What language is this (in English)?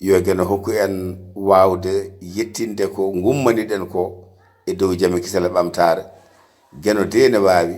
Fula